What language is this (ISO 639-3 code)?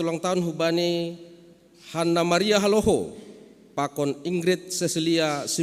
bts